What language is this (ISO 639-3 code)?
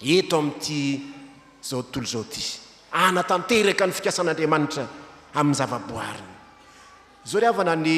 mlg